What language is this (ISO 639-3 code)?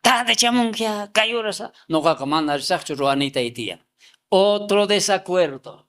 quh